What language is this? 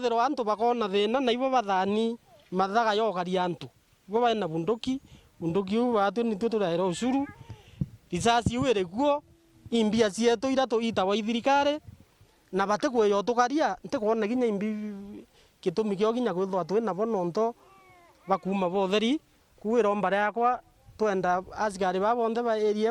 Meru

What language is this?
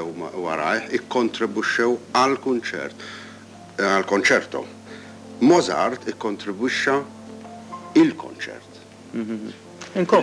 Maltese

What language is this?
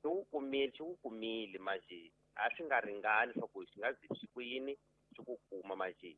Tsonga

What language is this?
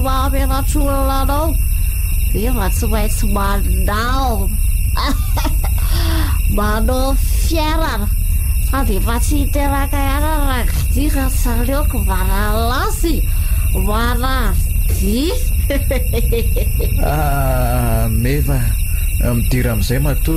Malagasy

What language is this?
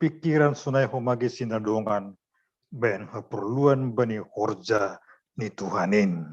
Batak Simalungun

